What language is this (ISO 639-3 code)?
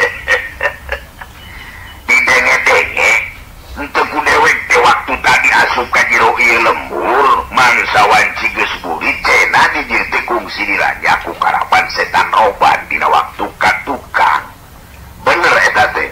sun